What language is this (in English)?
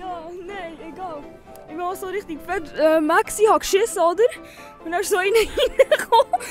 Swiss German